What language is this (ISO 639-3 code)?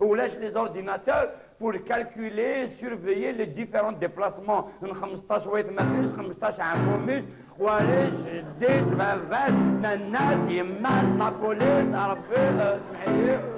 kab